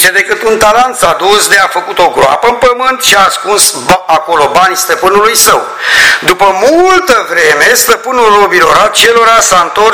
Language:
Romanian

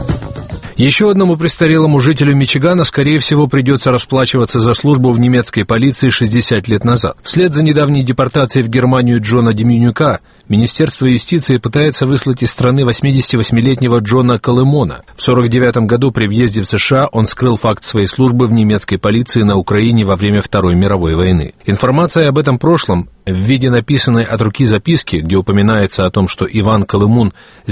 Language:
Russian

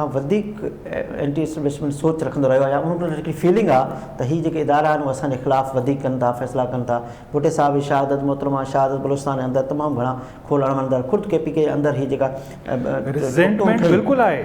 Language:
Sindhi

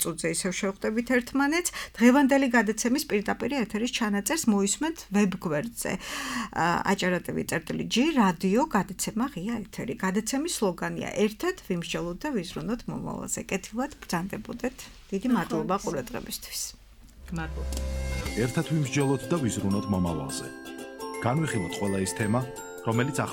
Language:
Georgian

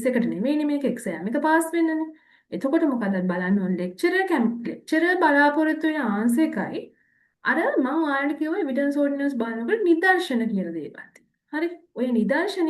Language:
Sinhala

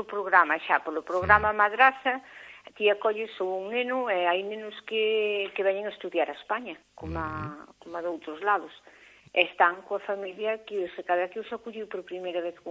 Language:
Galician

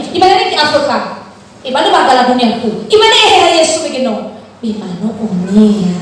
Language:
Nias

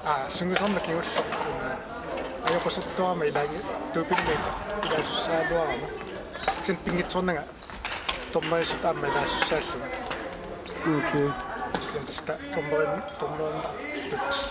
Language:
Kalaallisut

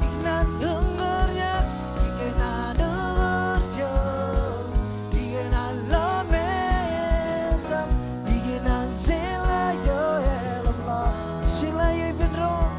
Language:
Marshallese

